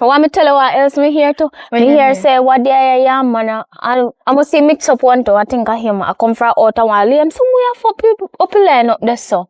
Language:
Jamaican Creole English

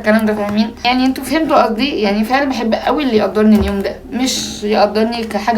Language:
Egyptian Arabic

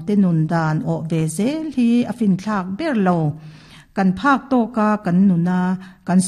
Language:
Mizo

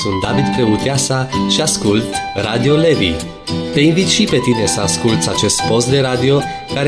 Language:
Romanian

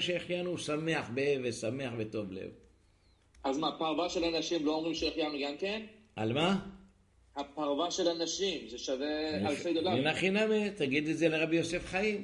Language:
Hebrew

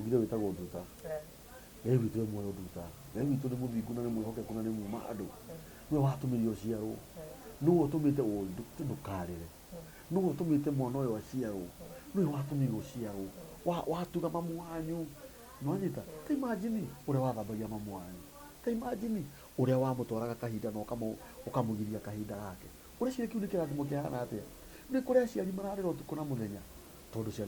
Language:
Kikuyu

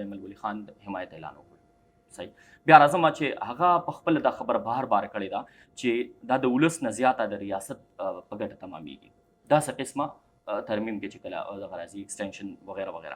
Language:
Pashto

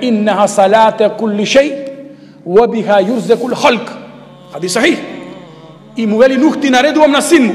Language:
Macedonian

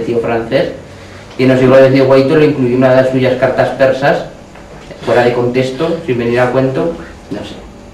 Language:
Aragonese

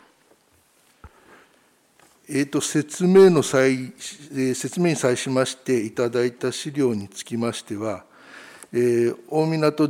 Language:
Japanese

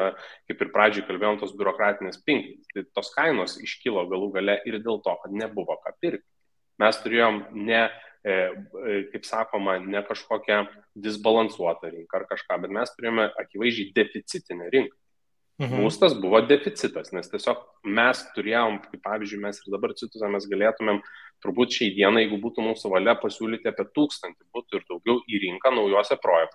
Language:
Lithuanian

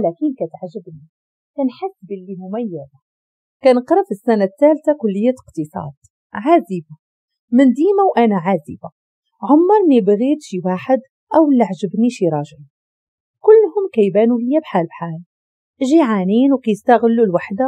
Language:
Moroccan Arabic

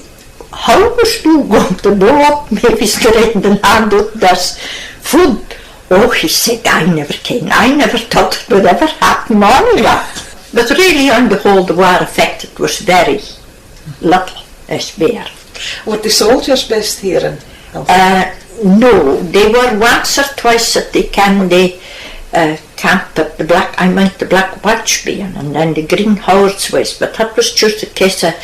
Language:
Scots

